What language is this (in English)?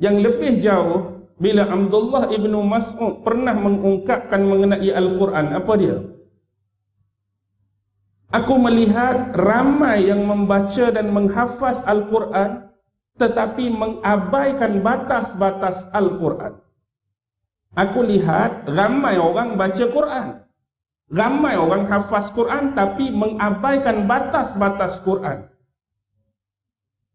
Malay